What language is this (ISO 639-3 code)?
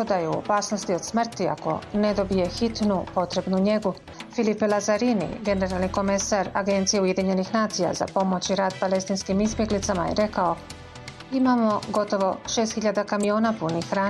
bos